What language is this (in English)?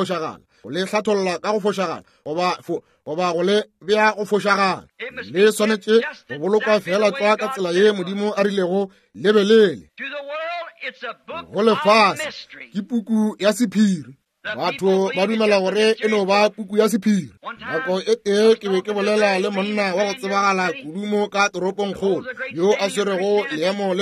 Northern Sotho